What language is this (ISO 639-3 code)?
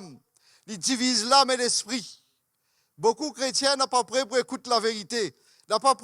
mfe